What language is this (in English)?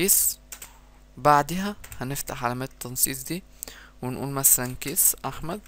Egyptian Arabic